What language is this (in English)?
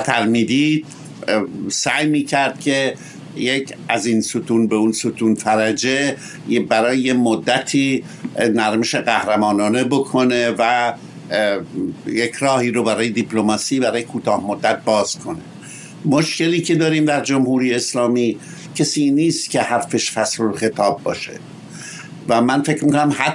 Persian